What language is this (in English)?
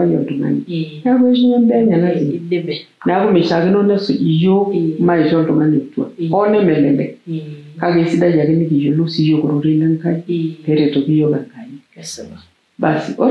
Masai